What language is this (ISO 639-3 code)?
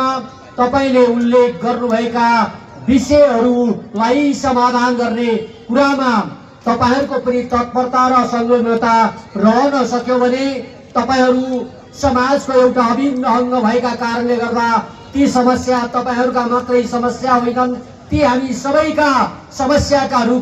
nep